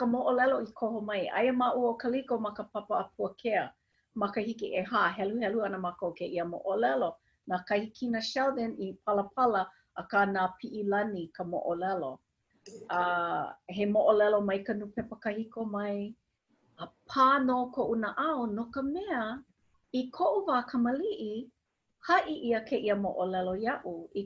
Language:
Hawaiian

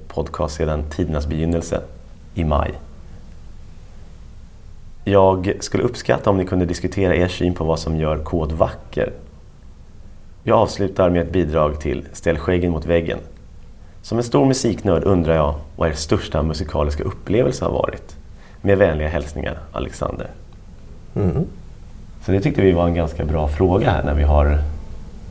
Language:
Swedish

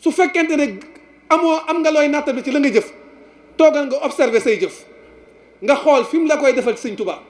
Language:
Wolof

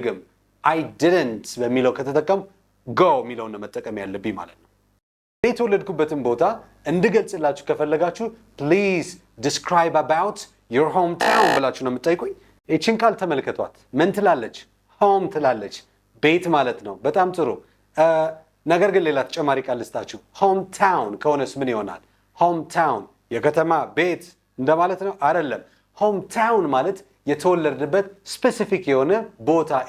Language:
Amharic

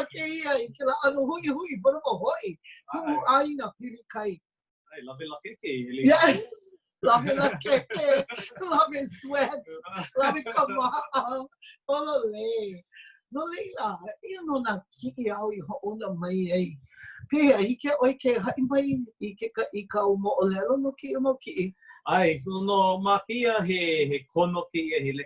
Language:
Hawaiian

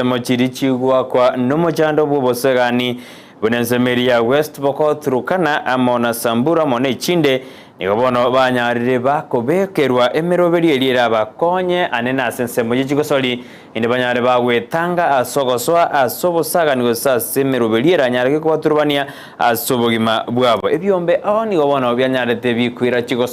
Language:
Gusii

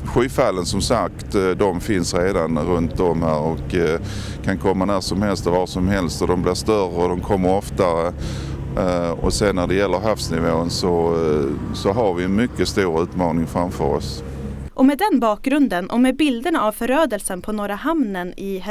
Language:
Swedish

